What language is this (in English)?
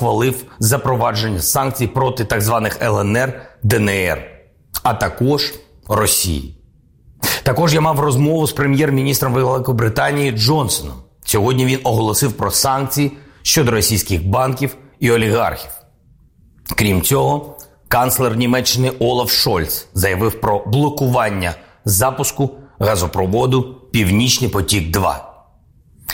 Ukrainian